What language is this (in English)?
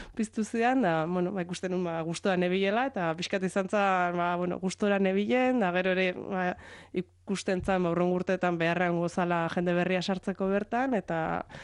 Basque